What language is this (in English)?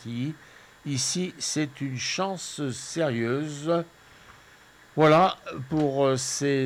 French